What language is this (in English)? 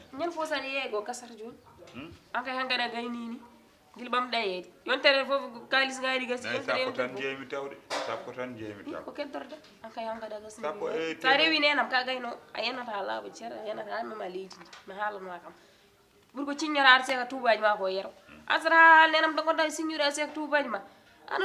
Fula